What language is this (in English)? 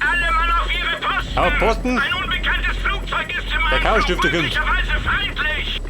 Bavarian